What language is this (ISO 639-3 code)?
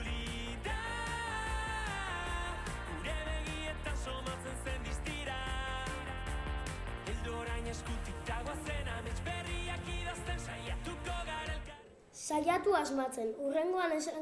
eus